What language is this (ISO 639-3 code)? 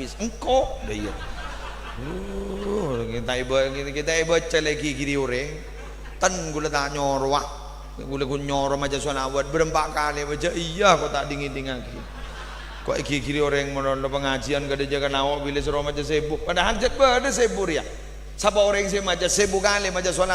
mad